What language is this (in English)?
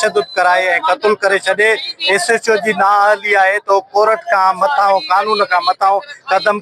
Sindhi